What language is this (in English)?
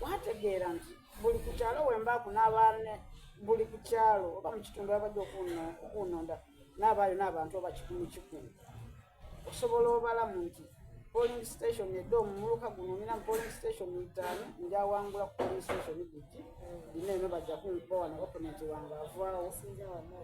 Soga